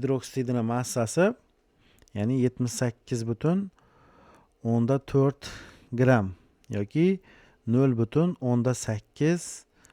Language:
Uzbek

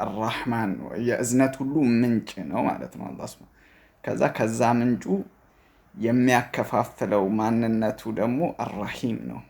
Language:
Amharic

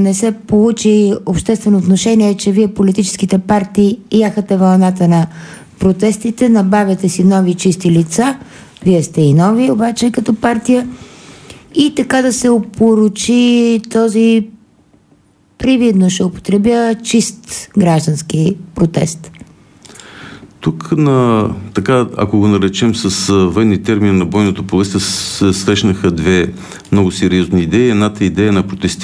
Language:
Bulgarian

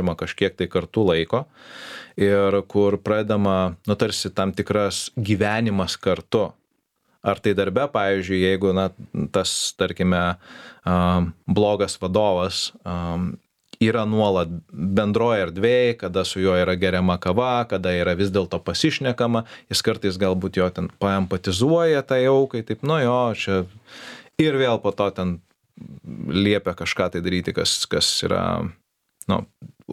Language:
Lithuanian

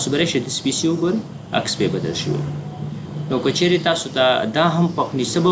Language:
Pashto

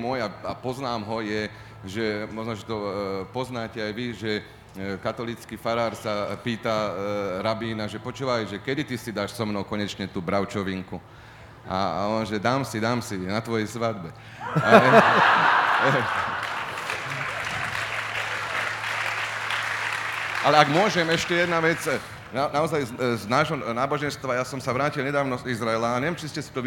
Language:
Slovak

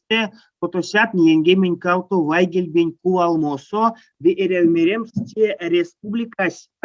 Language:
Erzya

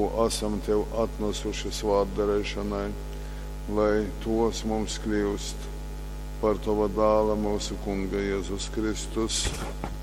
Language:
Latgalian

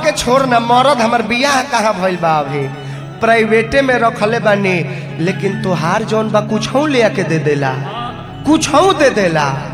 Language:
Bhojpuri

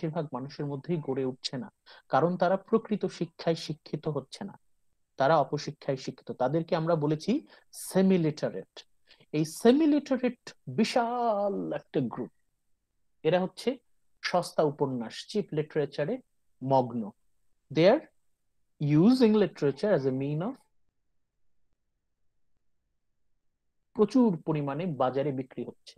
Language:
Bangla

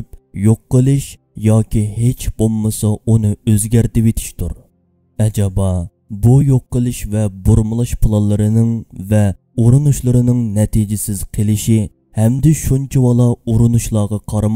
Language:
Uyghur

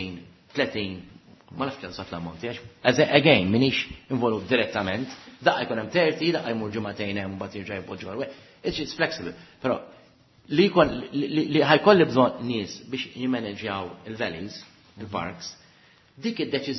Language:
Maltese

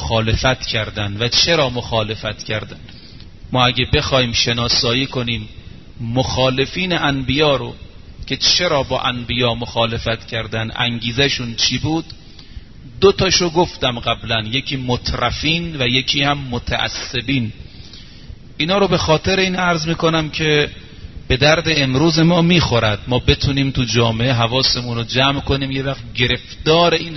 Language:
Persian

